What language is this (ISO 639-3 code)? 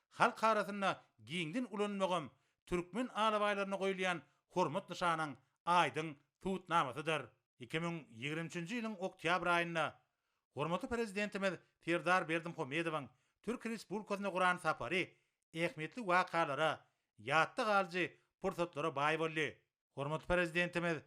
tuk